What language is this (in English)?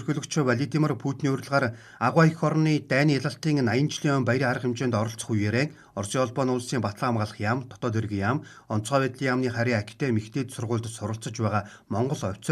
Mongolian